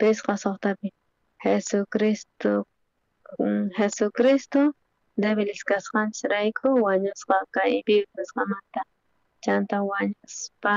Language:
South Bolivian Quechua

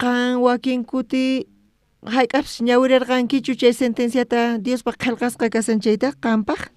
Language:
South Bolivian Quechua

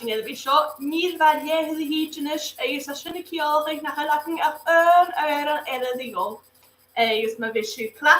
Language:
Scottish Gaelic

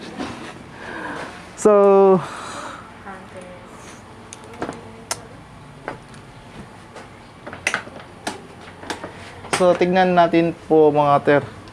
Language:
Filipino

